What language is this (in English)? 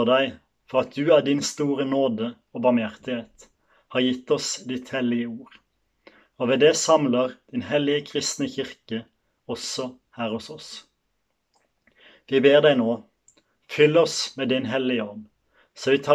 Norwegian